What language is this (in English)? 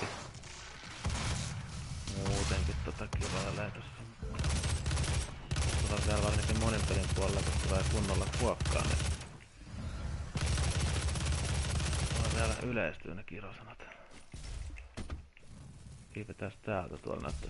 Finnish